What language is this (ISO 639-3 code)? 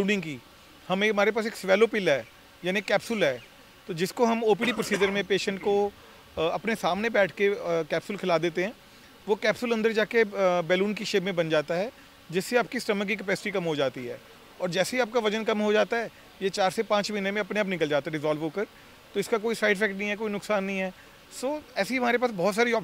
hin